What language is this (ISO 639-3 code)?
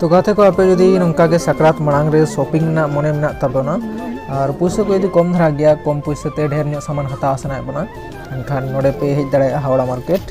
sat